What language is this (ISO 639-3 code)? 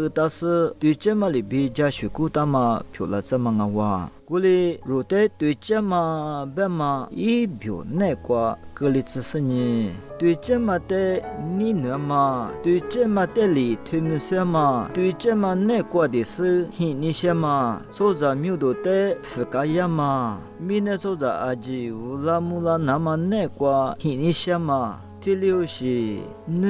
lis